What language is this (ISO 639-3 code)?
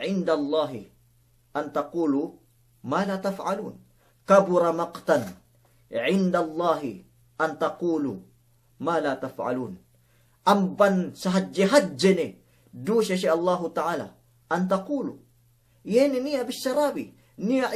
yka